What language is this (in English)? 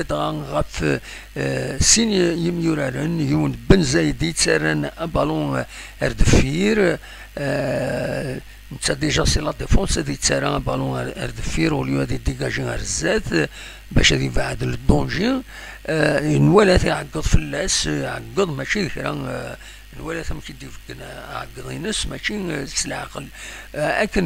Kabyle